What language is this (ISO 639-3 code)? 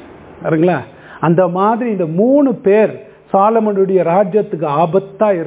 tam